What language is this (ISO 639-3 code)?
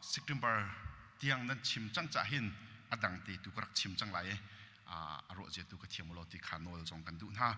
cnh